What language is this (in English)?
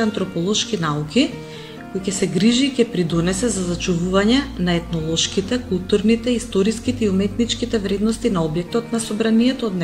Macedonian